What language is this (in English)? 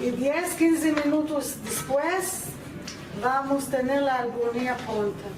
Ladino